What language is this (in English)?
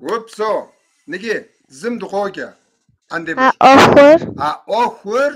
Kabardian